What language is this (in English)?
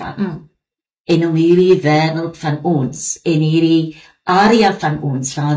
Afrikaans